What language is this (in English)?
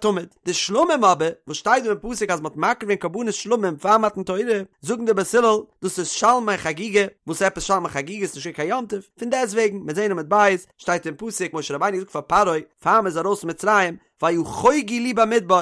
Yiddish